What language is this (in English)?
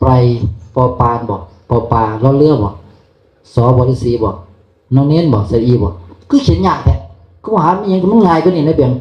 Northeastern Thai